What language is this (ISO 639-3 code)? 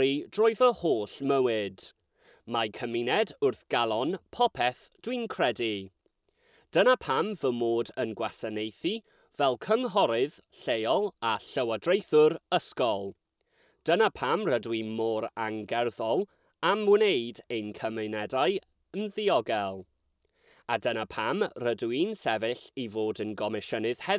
cym